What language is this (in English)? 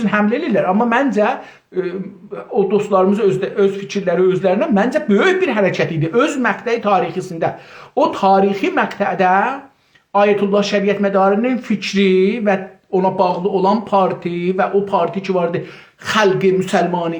South Azerbaijani